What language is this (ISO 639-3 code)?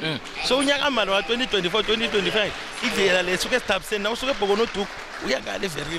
nbl